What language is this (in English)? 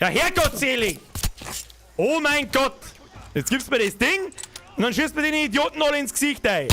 Bavarian